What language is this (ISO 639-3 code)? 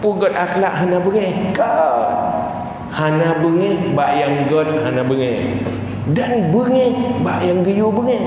ace